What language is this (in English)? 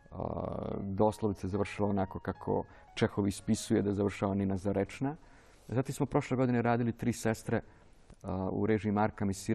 Serbian